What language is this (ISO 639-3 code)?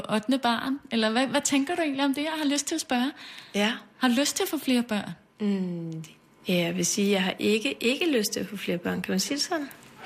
dan